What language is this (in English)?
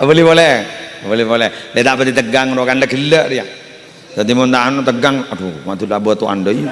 Madurese